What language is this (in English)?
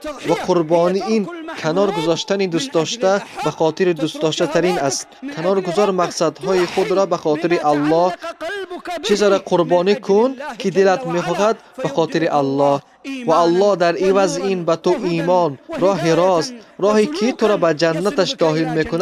Tajik